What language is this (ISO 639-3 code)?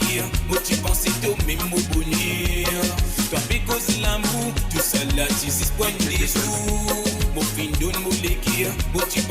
mfe